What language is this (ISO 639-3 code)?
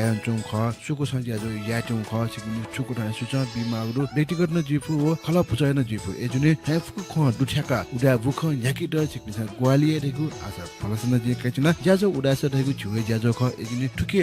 new